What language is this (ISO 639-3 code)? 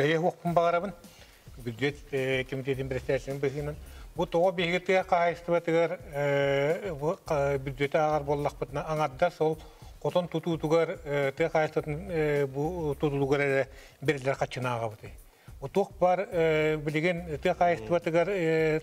sah